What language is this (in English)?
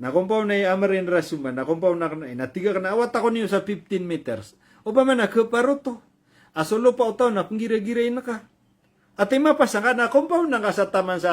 Maranao